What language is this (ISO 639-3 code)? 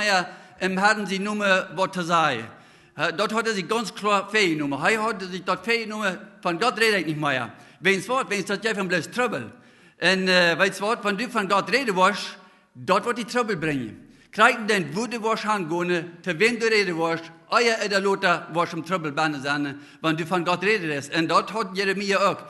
pdt